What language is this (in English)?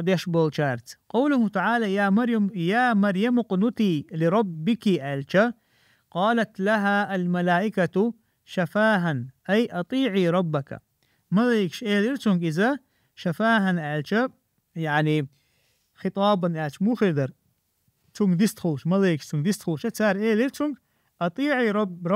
Chechen